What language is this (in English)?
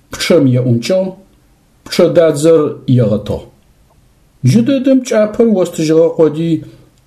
Adyghe